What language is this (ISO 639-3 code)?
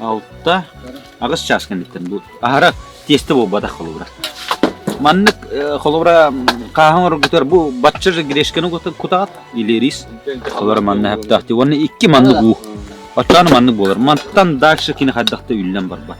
sah